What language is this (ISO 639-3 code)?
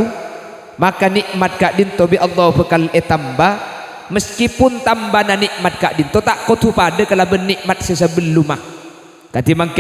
mad